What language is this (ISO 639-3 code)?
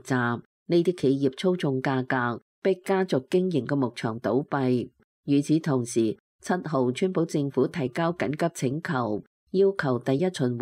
yue